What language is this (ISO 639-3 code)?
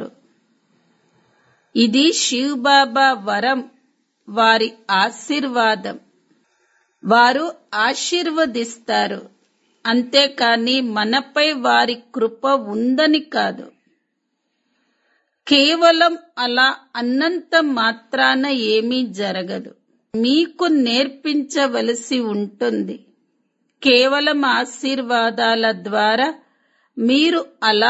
tel